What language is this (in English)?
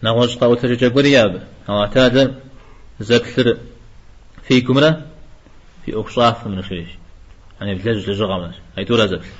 Kabardian